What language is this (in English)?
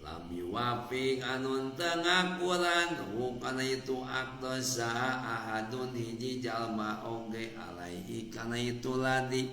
Sundanese